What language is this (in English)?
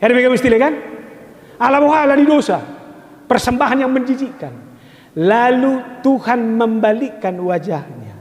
Batak Toba